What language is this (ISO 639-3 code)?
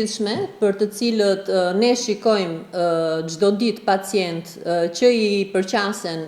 sqi